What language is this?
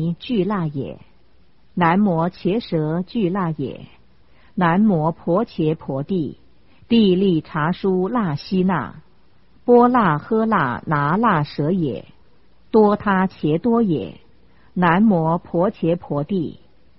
Chinese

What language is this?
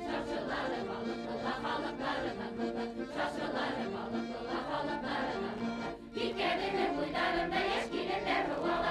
Bashkir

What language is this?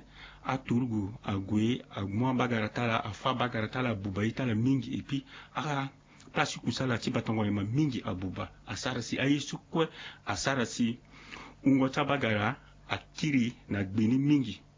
Sango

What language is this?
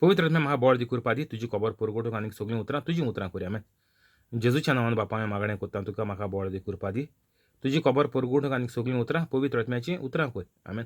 Konkani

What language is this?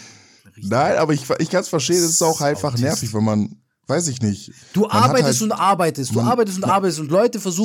German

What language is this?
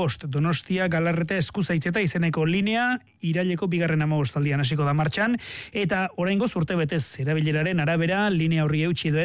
Basque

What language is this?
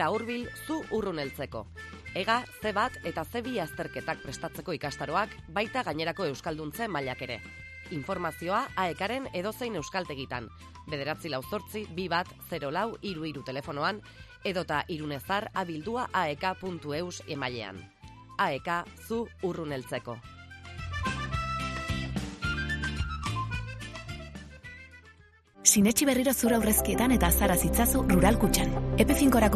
Basque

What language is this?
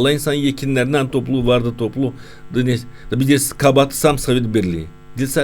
Gagauz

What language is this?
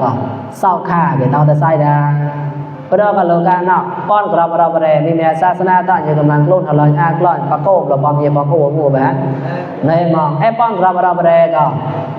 Mon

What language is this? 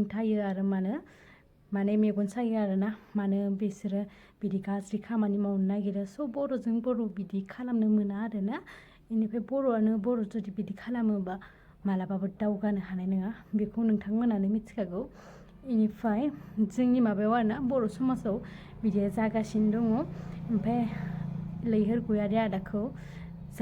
Bodo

